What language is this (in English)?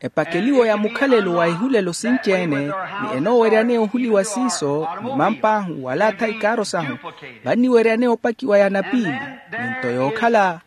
Makhuwa